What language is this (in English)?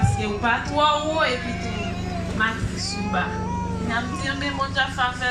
Haitian Creole